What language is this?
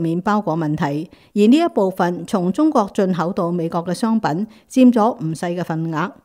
Cantonese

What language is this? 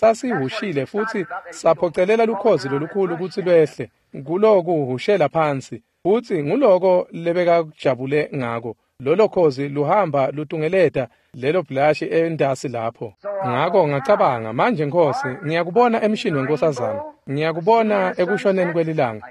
Swati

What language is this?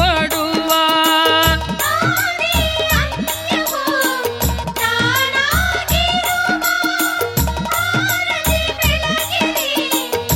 Kannada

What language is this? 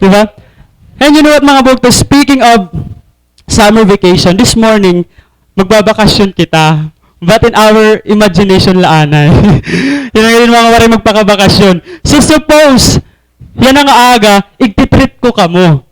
Waray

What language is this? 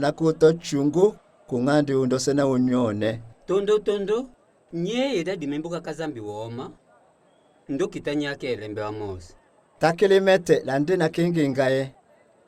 Tetela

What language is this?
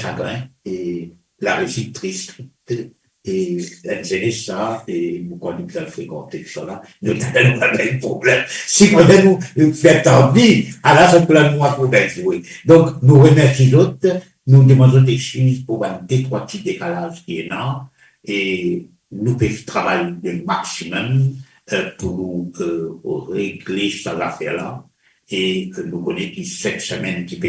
Morisyen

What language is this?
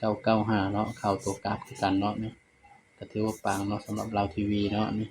Northeastern Thai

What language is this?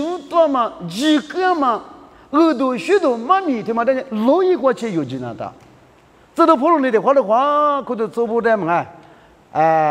Lisu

